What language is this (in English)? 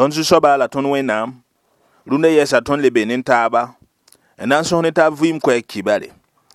Mossi